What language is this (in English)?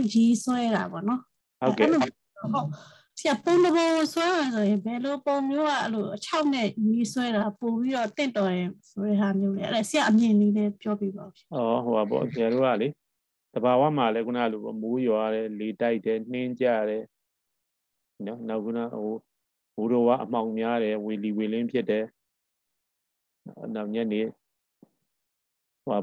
Burmese